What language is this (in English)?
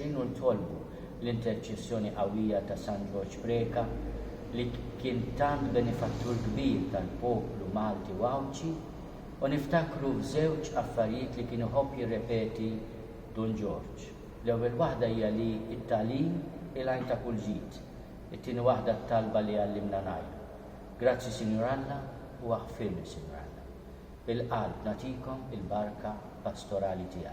Maltese